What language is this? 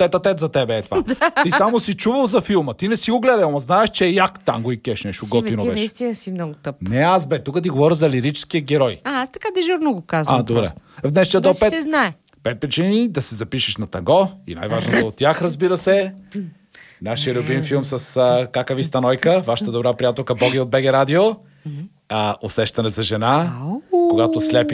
Bulgarian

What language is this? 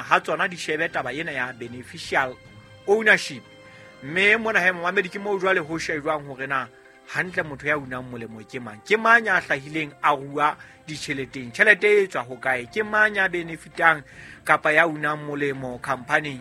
Southern Sotho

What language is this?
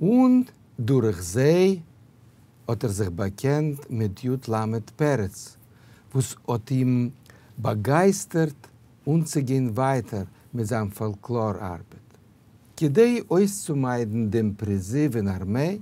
Yiddish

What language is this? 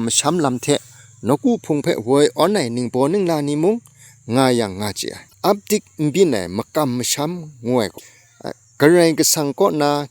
Kachin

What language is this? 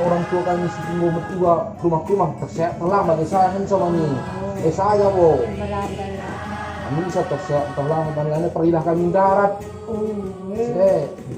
Batak Karo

